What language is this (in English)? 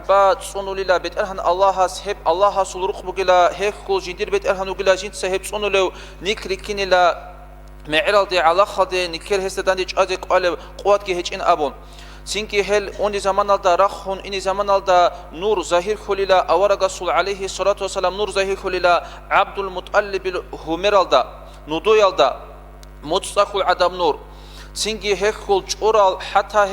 Avaric